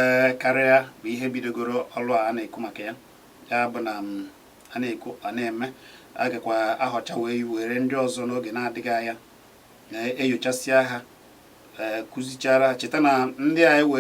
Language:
Igbo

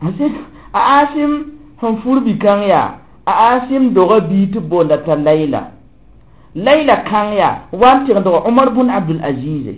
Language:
Mossi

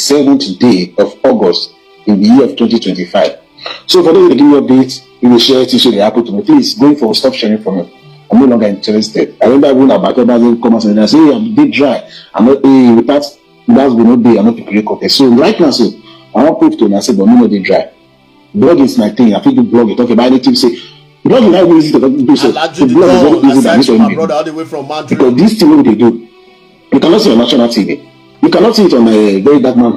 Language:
Nigerian Pidgin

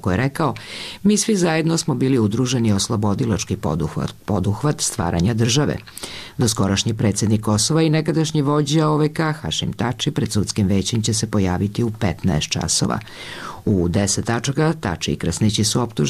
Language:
Serbian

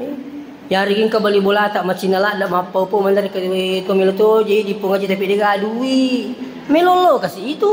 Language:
Buginese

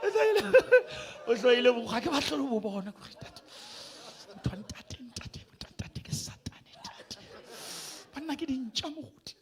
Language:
Southern Sotho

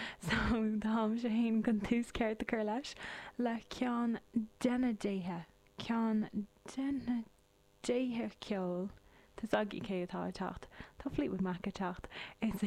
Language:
Irish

